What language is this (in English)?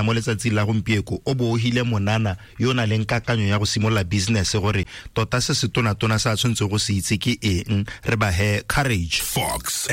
Tswana